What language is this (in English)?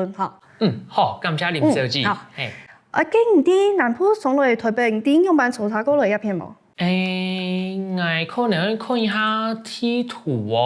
Hakka Chinese